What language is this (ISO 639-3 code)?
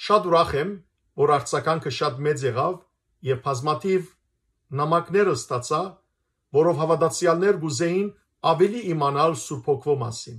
hyw